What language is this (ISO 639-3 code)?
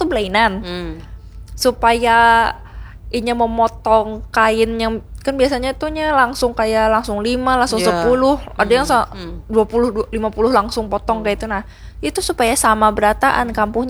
bjn